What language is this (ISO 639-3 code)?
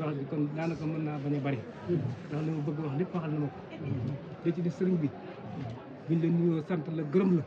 wol